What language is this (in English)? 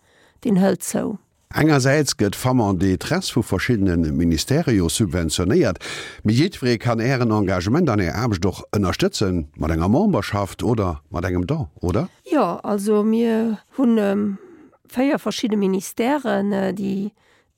Luxembourgish